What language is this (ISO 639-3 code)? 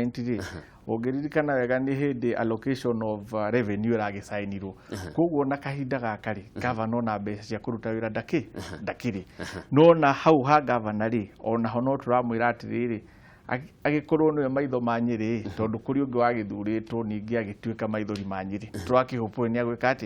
kik